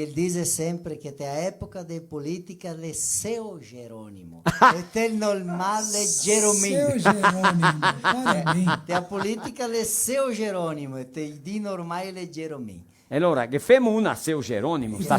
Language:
Venetian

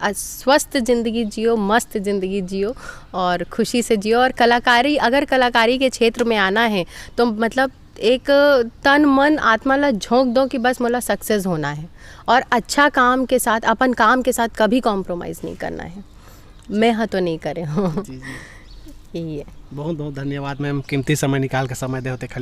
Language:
Chhattisgarhi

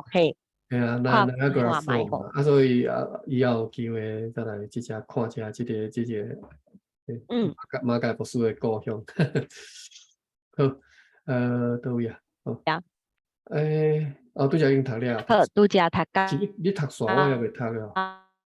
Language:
Min Nan Chinese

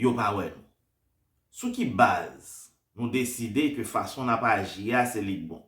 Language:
Haitian Creole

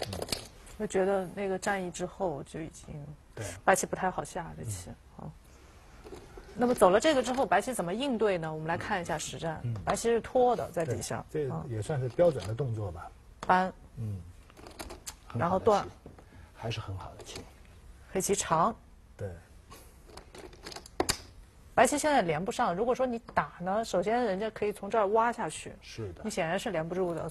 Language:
Chinese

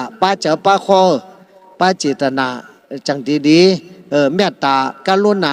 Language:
Shan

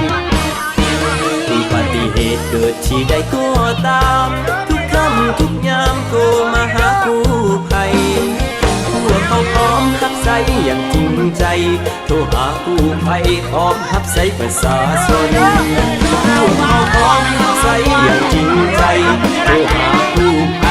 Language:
Lao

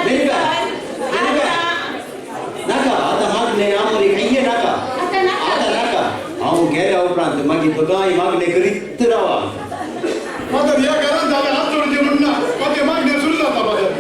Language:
Konkani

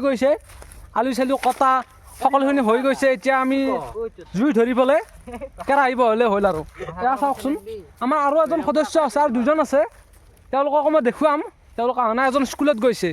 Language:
Assamese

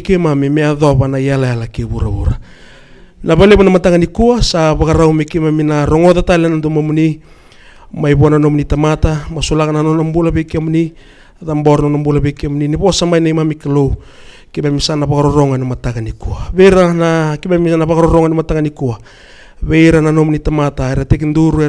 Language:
Fijian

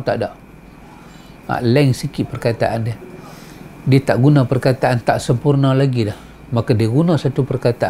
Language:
Malay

